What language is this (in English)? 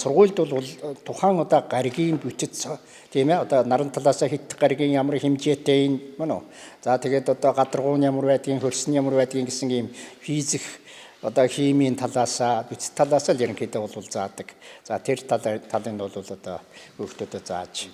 Mongolian